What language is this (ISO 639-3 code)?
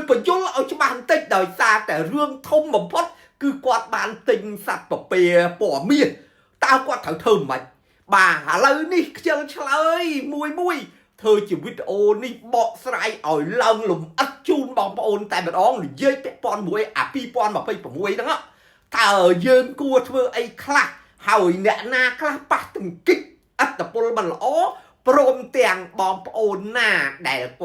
khm